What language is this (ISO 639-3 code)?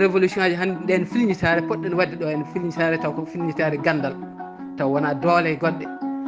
ful